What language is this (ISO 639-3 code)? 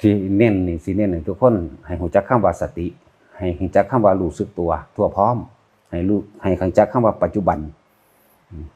tts